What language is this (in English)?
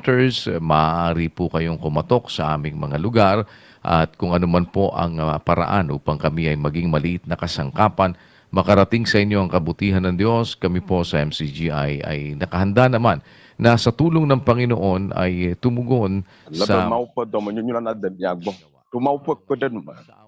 Ewe